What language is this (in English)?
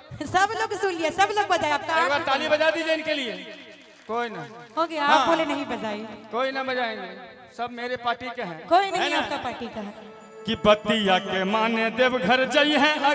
Magahi